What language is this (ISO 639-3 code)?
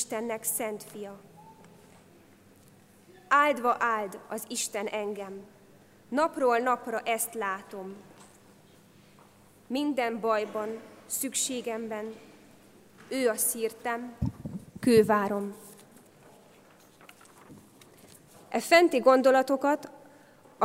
hun